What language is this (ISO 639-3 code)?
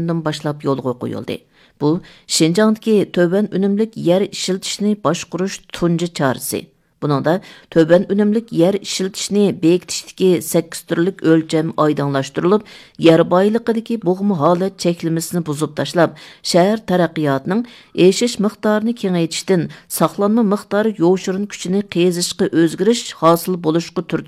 uig